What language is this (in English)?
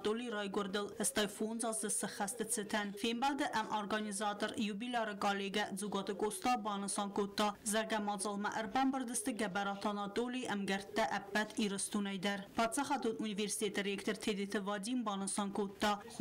Ossetic